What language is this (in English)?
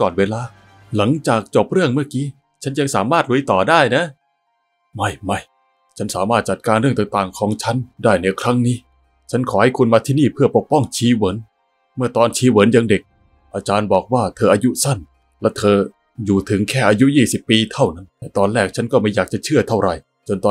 Thai